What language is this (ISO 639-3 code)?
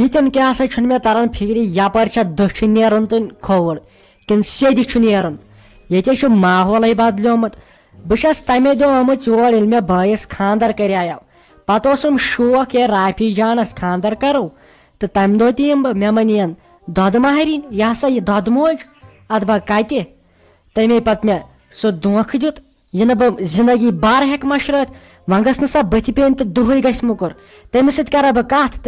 kas